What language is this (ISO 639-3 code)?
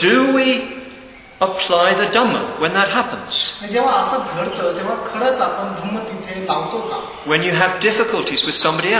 mar